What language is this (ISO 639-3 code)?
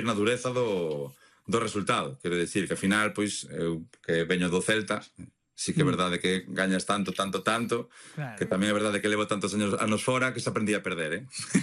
glg